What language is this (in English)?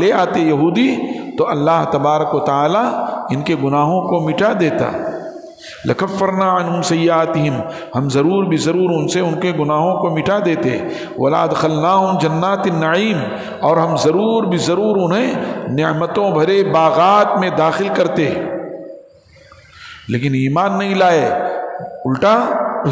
Urdu